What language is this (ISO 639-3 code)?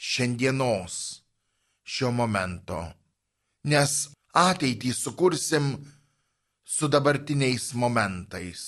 lit